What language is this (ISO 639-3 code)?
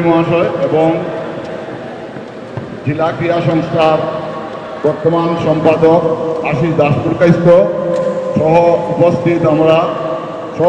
ben